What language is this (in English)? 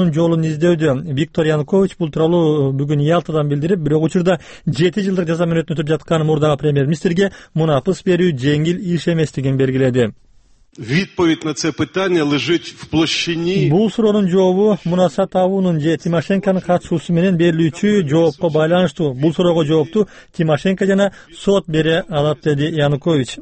Kyrgyz